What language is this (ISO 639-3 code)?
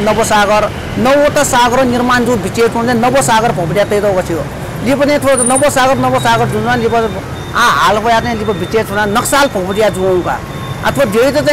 new